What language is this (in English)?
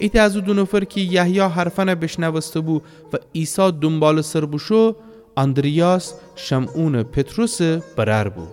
Gilaki